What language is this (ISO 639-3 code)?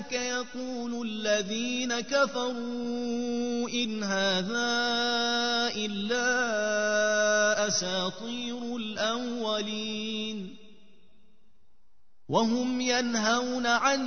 ara